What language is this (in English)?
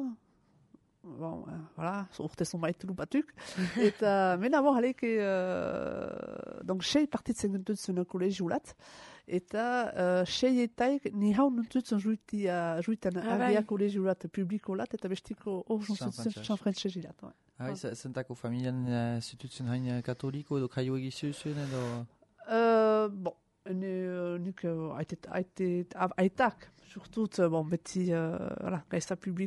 Basque